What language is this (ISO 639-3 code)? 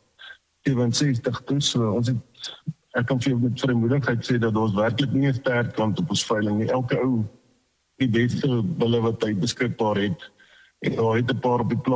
afr